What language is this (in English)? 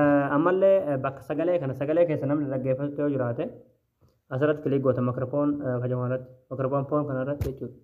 Oromo